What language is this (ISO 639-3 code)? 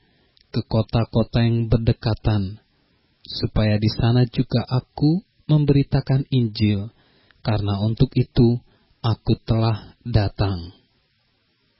ind